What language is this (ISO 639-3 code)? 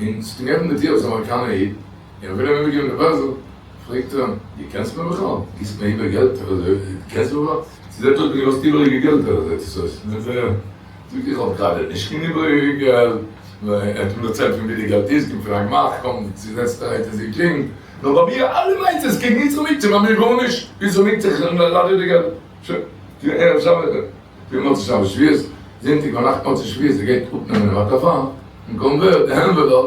yid